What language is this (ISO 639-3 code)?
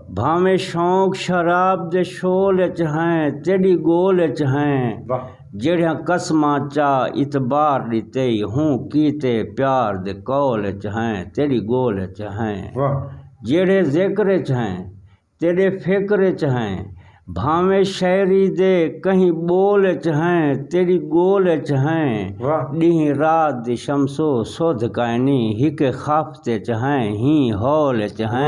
skr